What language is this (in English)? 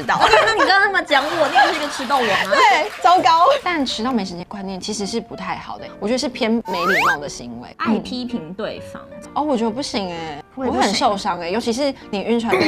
Chinese